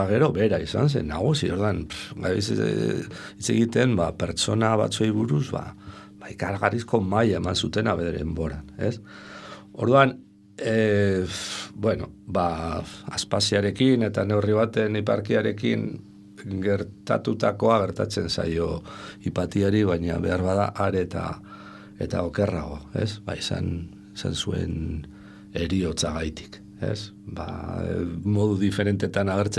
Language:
Basque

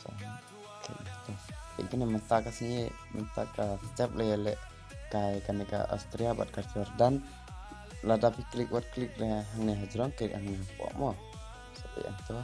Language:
Khasi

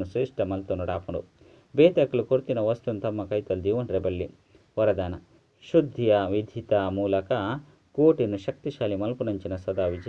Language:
Tulu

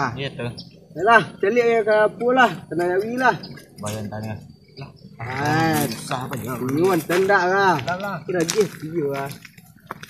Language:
Minangkabau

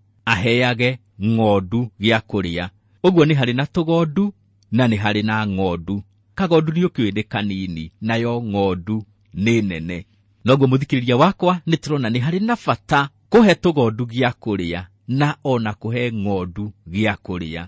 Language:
Kikuyu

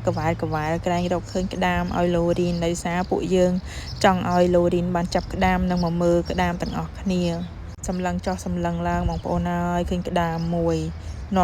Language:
Khmer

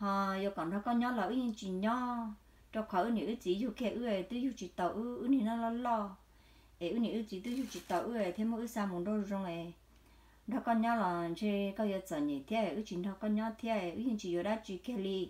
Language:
Hmong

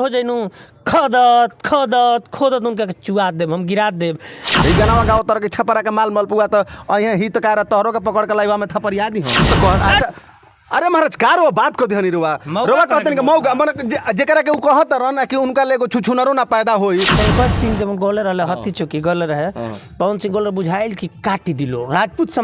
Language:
Bhojpuri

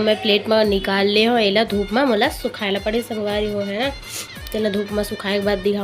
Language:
Chhattisgarhi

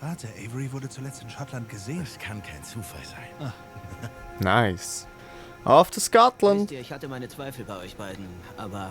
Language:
Swiss German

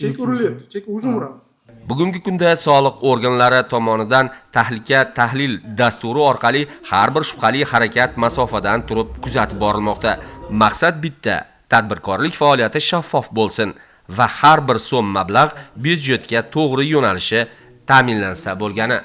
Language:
Uzbek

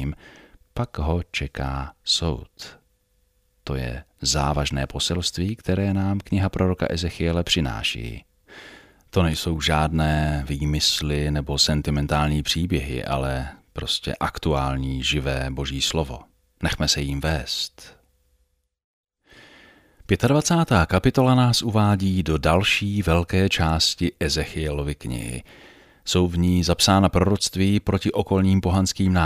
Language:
Czech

